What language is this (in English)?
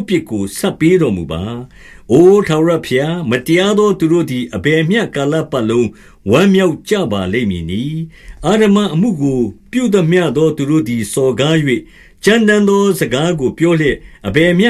Burmese